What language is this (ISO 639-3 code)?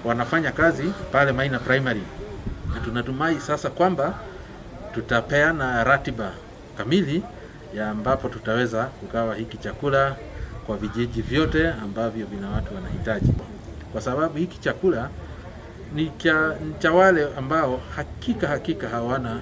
swa